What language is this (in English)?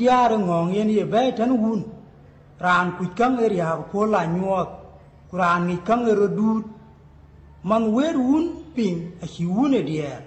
Dinka